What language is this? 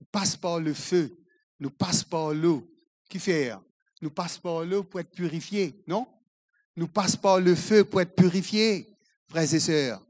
Morisyen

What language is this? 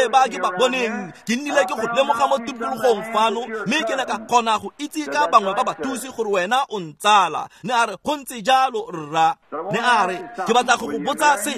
Tswana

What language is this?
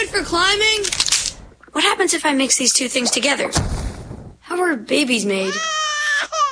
English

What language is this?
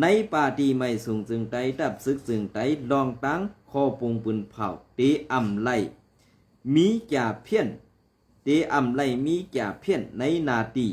Shan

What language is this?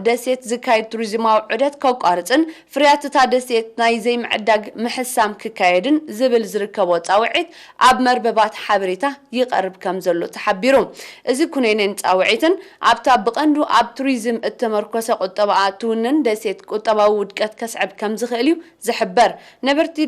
Tigrinya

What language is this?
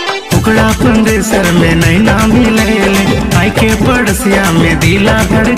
Bhojpuri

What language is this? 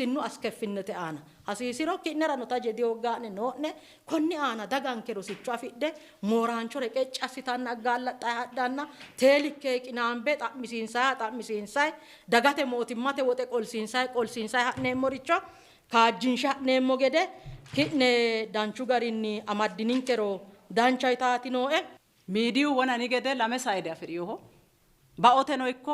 Sidamo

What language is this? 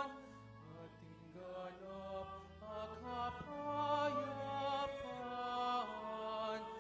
Pampanga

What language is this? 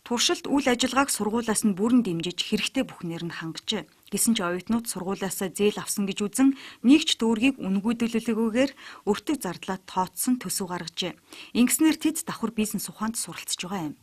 Mongolian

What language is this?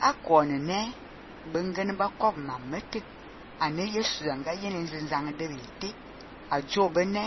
Fang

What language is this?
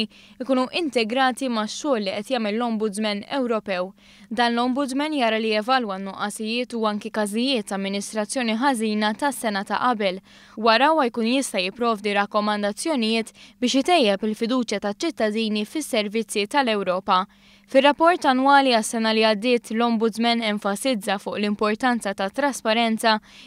Maltese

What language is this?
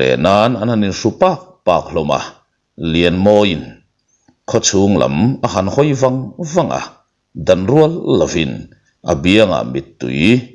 Mizo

